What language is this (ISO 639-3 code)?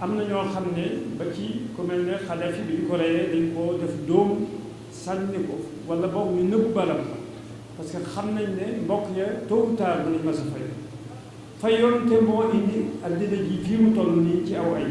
wol